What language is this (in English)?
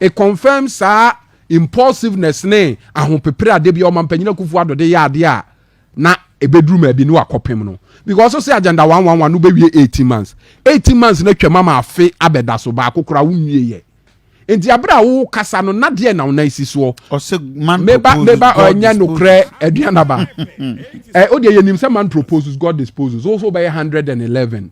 Akan